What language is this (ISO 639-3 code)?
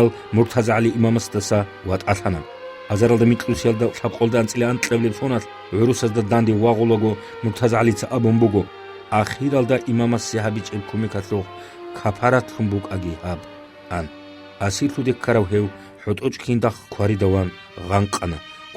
ava